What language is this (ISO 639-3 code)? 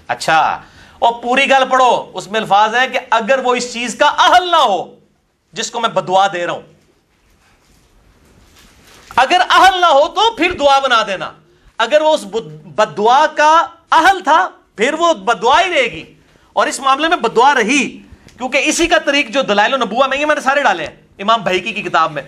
urd